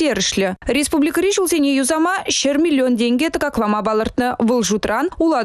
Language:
Chuvash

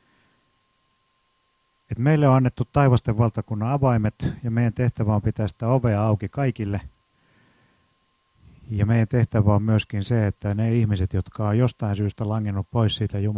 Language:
Finnish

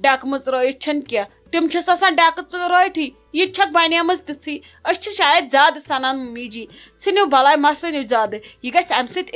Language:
Kashmiri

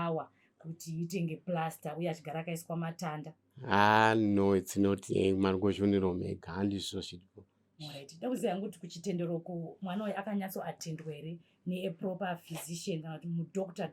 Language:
Shona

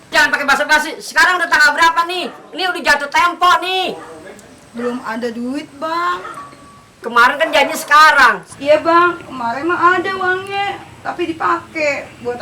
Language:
Betawi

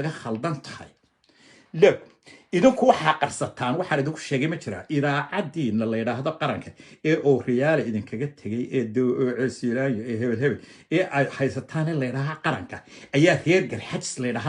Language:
Somali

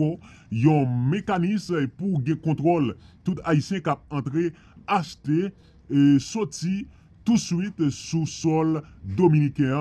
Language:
Haitian Creole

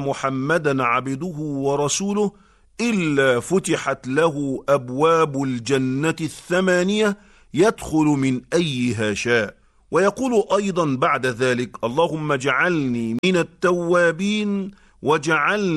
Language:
Arabic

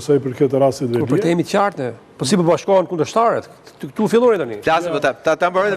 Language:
Albanian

